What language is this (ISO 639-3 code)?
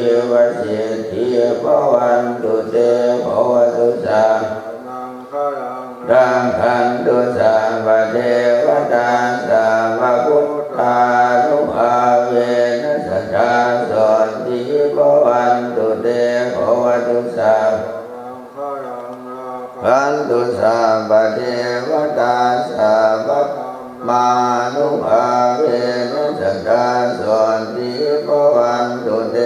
pli